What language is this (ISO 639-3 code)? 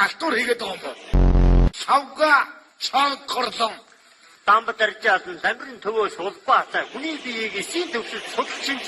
mon